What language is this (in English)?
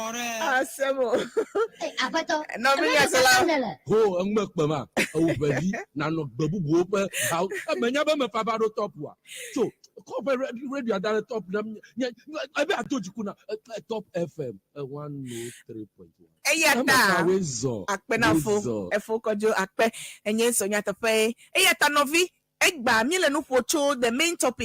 Ewe